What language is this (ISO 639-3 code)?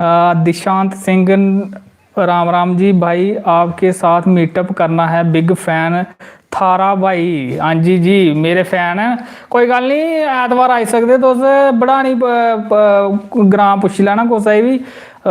doi